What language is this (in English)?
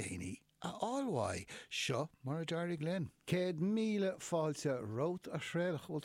Irish